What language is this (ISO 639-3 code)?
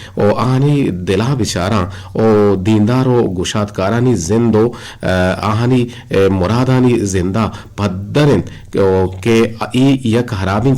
bgp